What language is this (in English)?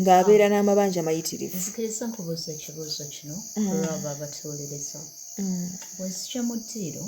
Ganda